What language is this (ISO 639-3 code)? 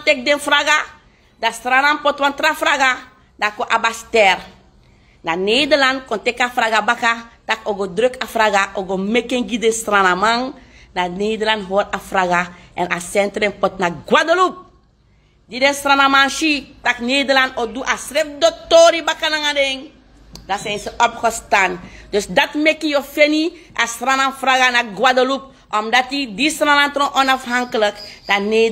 srn